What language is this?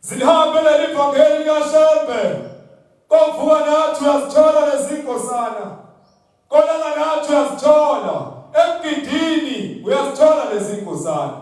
Zulu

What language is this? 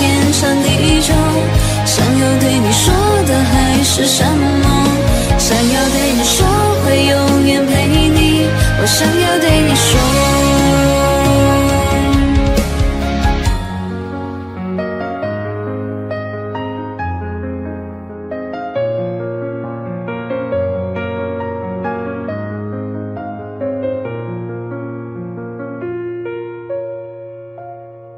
Chinese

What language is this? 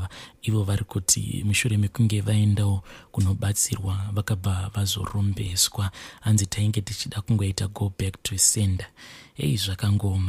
Shona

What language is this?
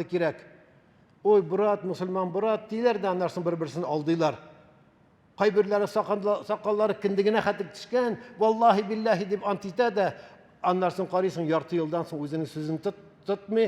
Tatar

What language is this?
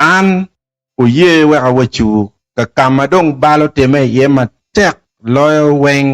Acoli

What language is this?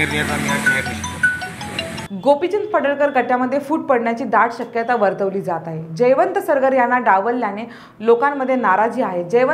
Marathi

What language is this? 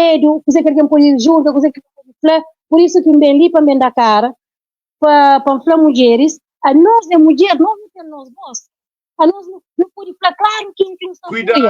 Kabuverdianu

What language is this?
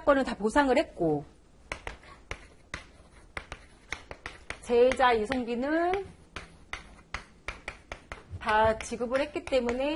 Korean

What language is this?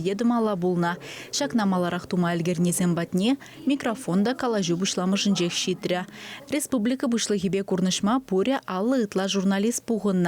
Chuvash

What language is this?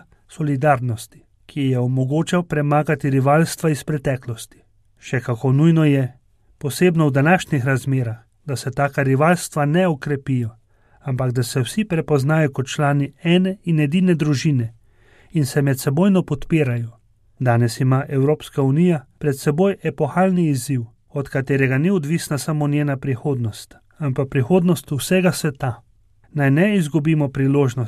Slovenian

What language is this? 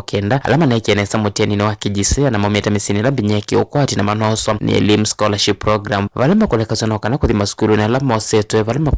Kamba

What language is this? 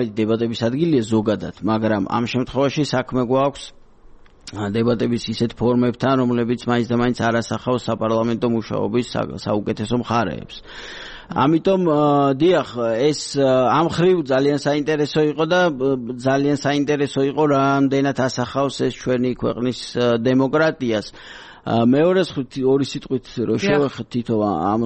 Georgian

